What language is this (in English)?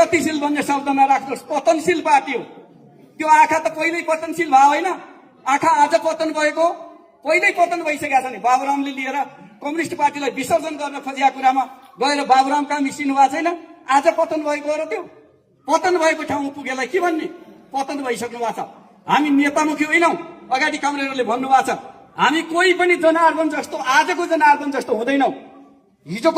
Nepali